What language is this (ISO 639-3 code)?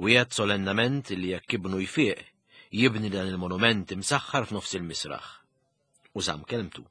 mlt